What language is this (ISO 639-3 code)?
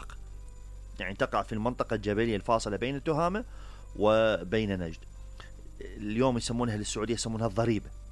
acm